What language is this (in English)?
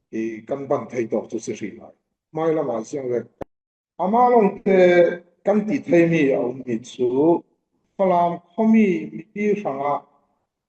Falam Chin